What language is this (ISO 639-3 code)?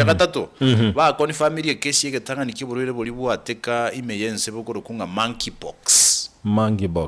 guz